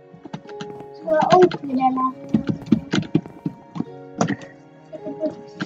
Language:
Norwegian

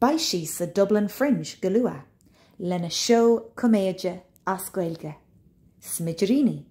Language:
Irish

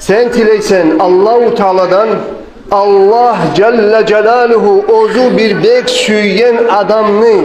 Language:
Kumyk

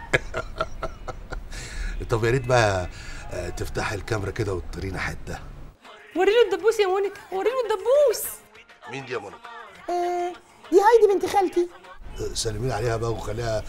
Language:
Egyptian Arabic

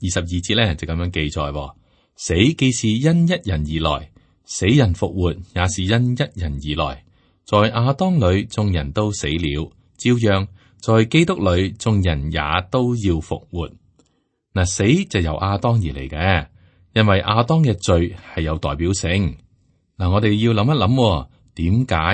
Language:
Cantonese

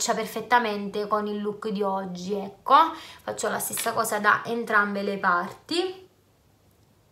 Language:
Italian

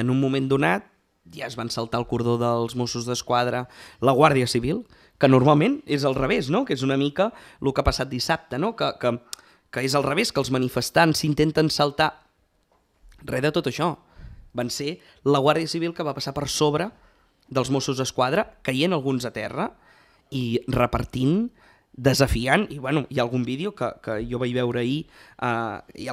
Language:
Catalan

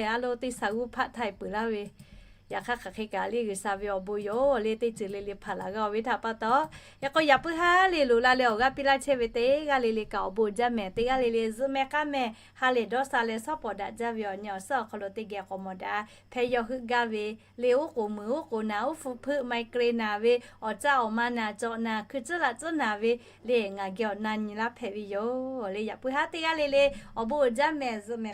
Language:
Lahu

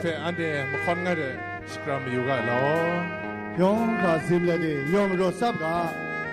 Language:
Kachin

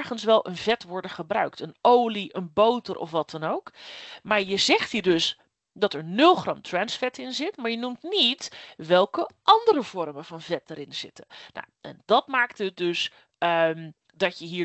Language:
Dutch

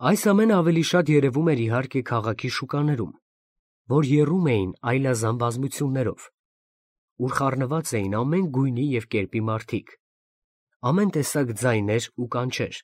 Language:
Armenian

